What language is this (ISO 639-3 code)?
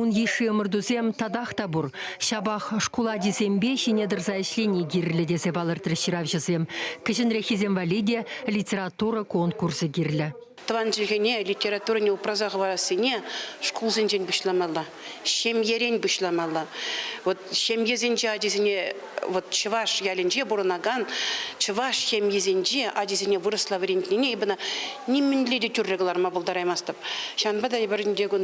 chv